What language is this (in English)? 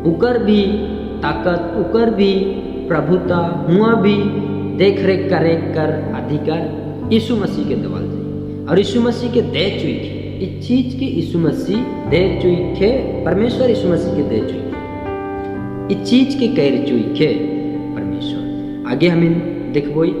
Sadri